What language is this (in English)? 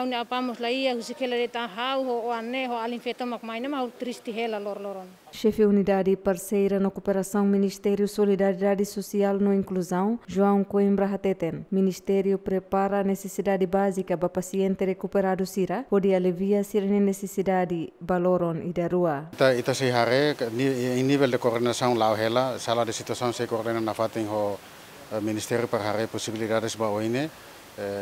Tetum